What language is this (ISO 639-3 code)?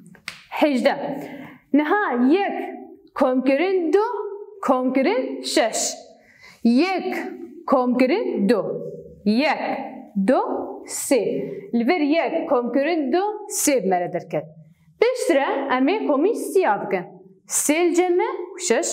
kur